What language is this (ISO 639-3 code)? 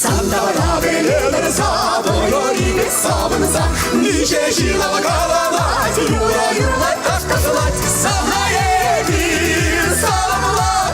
chv